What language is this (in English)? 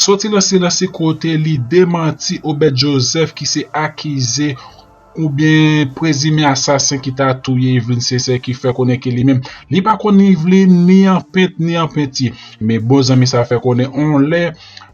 Haitian Creole